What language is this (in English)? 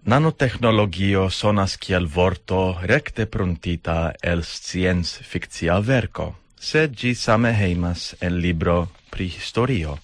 Esperanto